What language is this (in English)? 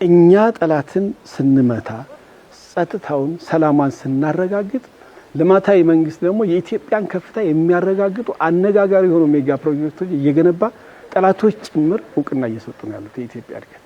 Amharic